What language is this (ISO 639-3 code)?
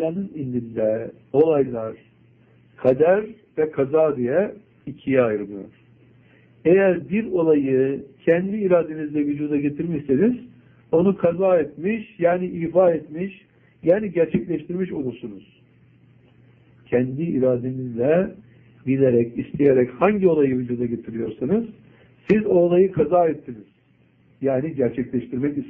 tur